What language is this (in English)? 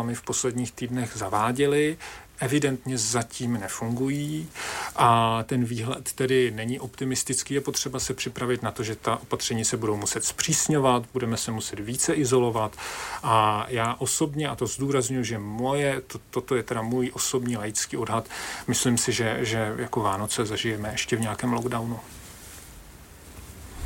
Czech